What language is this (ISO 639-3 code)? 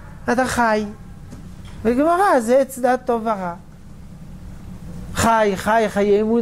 heb